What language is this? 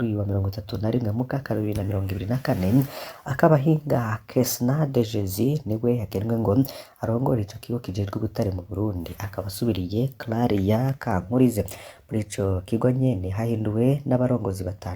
Rundi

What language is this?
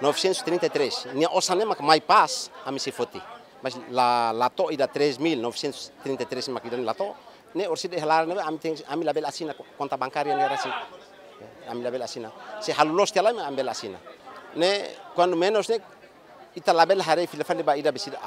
Tetum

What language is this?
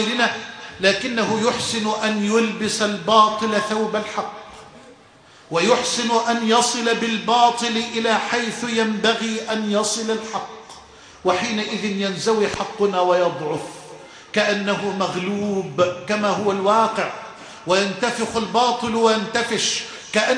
Arabic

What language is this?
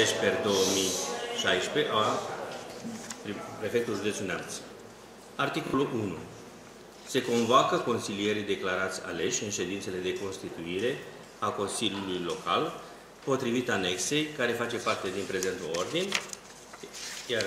Romanian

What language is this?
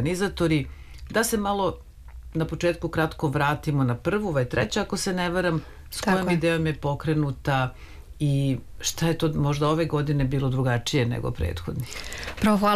Serbian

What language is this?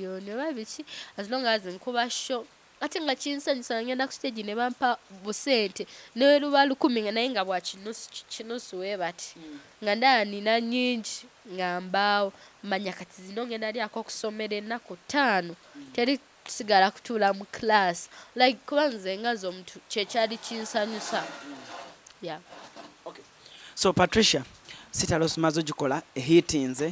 Ganda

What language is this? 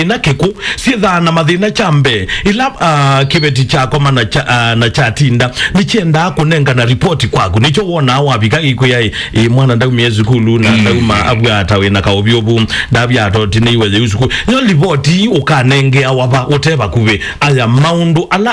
Kamba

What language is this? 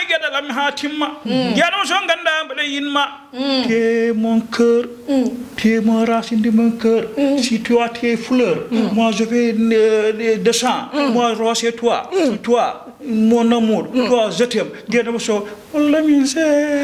Fula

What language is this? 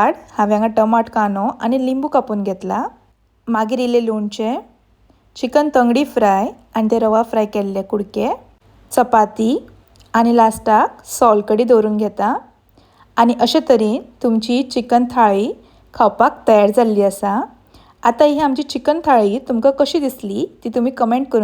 Konkani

